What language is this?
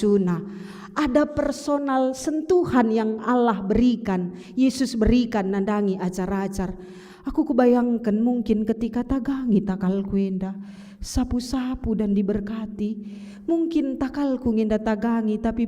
Batak Karo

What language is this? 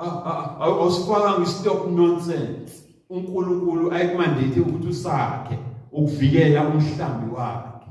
Zulu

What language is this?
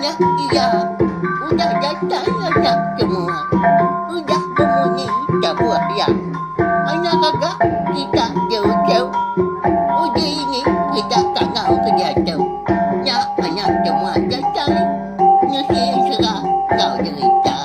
Iban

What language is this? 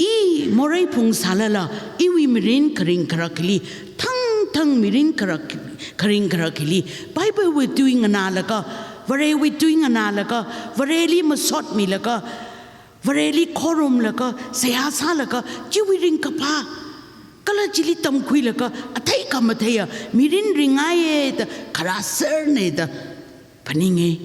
Tangkhul Naga (India)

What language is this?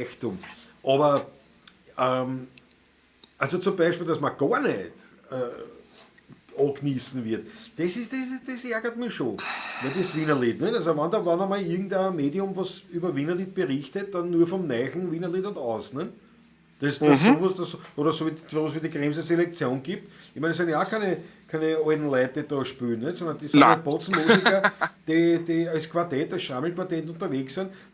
Bavarian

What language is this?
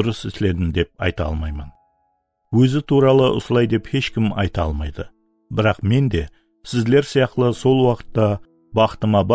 Kara-Kalpak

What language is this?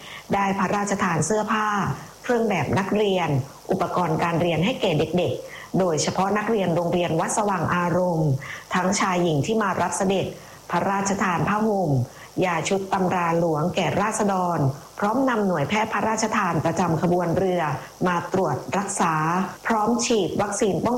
Thai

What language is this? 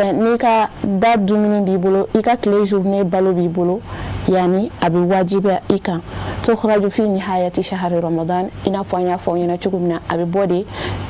Bambara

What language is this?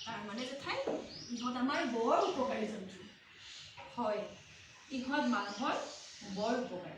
Assamese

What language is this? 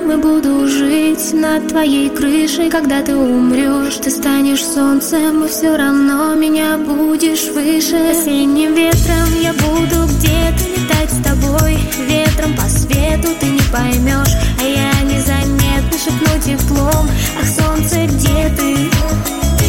Russian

